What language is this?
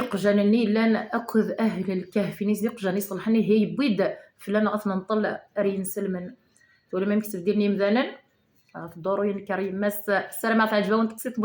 Kabyle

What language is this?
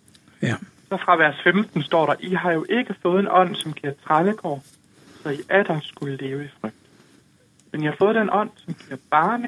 Danish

